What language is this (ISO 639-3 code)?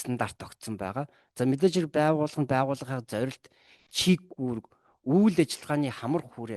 mon